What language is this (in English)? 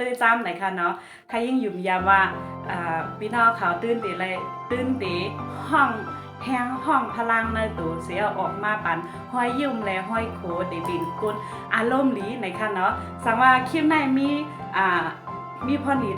Shan